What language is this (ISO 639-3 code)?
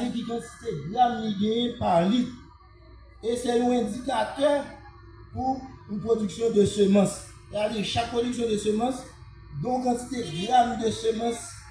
hat